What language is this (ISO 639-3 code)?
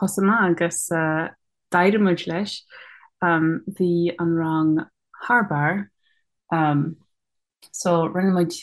gle